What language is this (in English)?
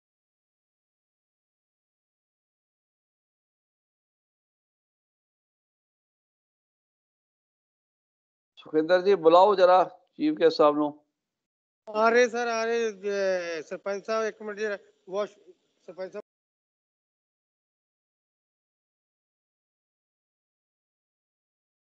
Punjabi